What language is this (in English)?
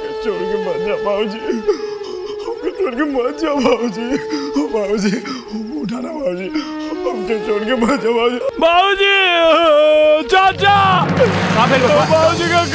Bhojpuri